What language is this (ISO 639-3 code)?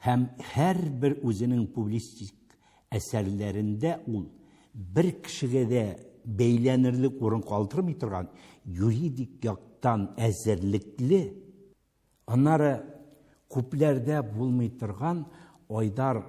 tat